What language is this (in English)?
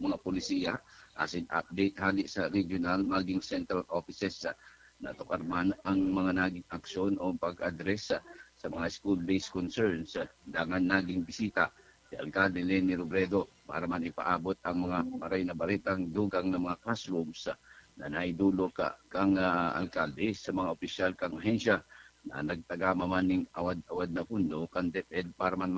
Bikol